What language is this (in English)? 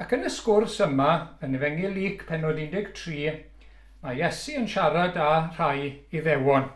Welsh